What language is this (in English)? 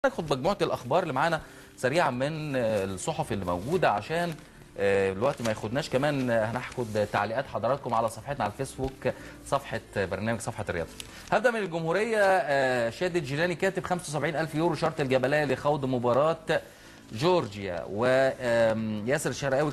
Egyptian Arabic